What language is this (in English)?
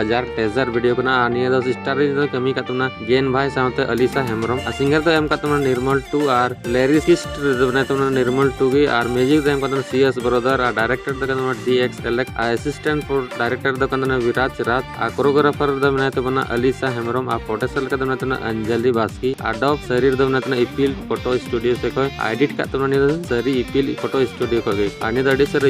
Santali